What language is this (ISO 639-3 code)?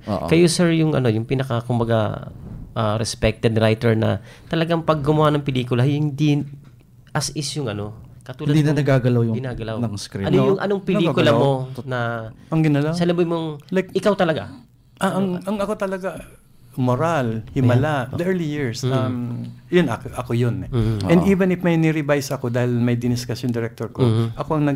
fil